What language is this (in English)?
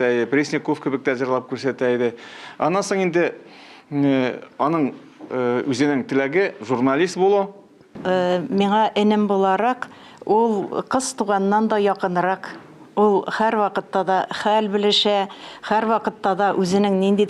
Tatar